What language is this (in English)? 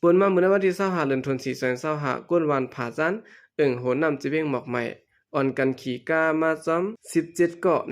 Shan